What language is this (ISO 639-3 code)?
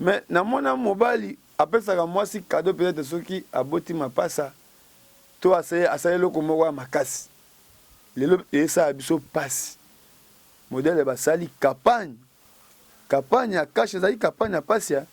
lin